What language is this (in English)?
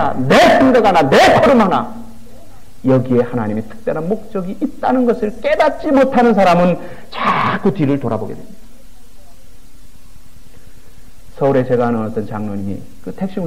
Korean